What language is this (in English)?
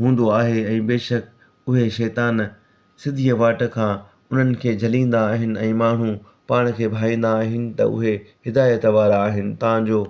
Sindhi